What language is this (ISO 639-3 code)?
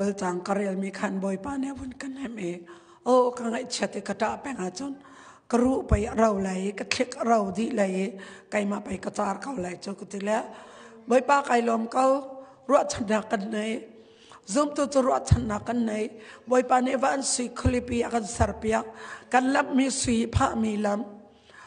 cnh